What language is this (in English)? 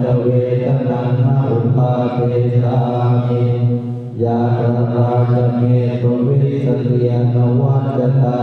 Pali